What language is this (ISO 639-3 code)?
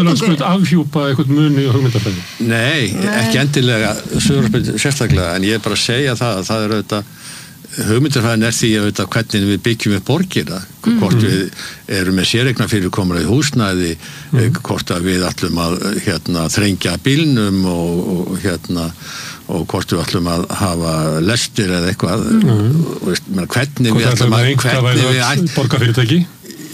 isl